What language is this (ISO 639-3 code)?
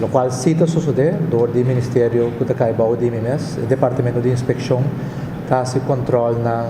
pap